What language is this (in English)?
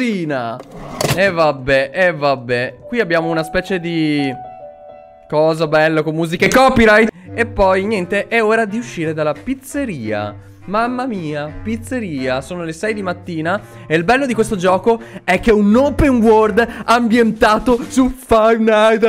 Italian